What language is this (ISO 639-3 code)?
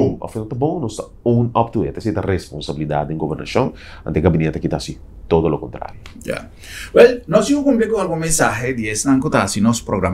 pap